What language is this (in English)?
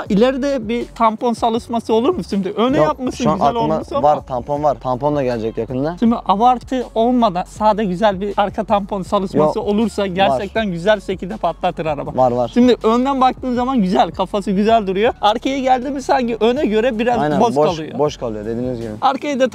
Turkish